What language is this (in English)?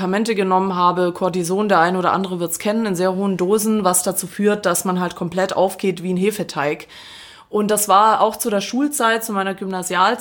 German